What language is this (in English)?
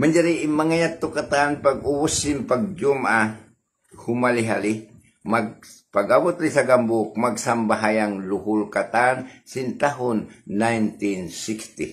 Tausug